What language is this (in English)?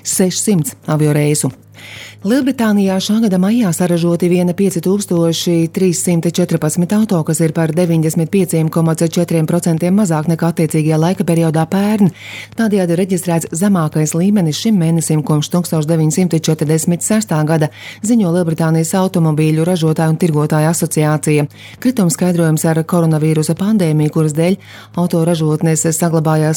Latvian